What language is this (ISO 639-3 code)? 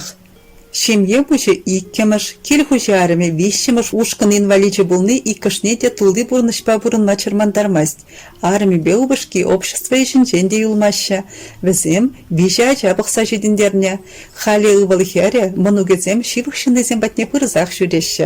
chv